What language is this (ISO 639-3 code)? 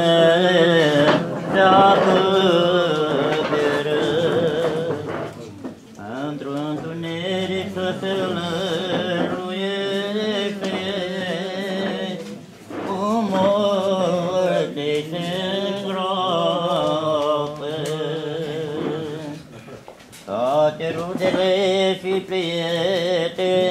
ron